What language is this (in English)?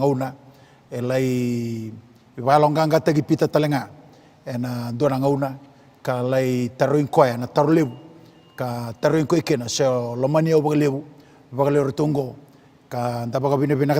Fijian